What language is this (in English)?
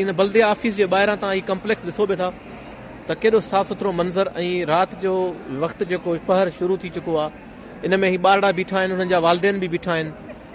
Sindhi